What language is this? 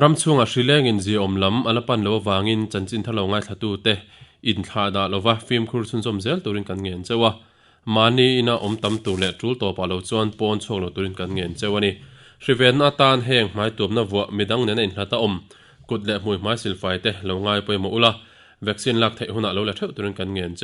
Mizo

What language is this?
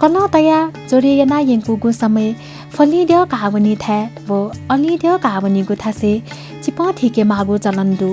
Newari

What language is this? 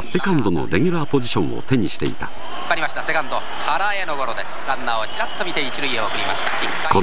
Japanese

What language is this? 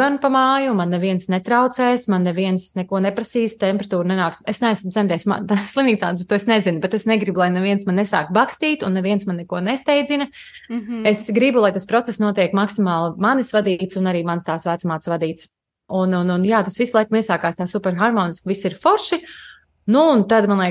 Latvian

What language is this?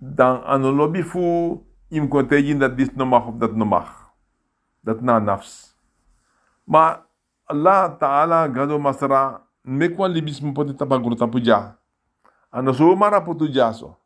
Sranan Tongo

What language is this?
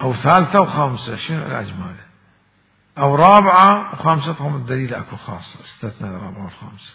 Mesopotamian Arabic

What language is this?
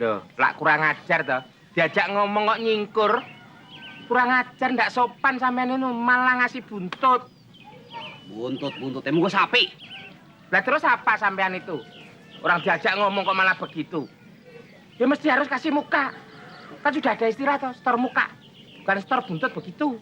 Betawi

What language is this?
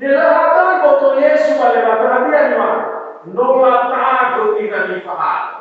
Nias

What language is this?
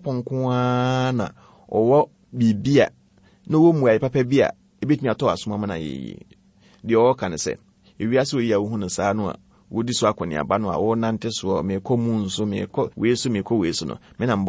Akan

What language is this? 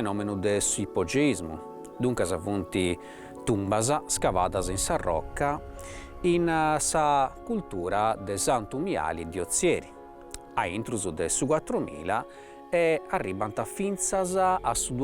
Sardinian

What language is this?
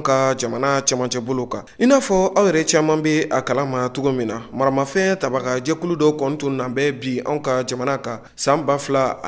Bambara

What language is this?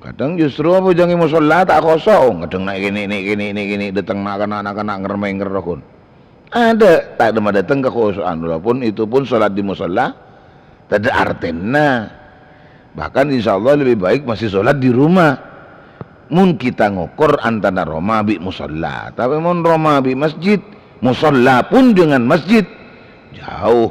Madurese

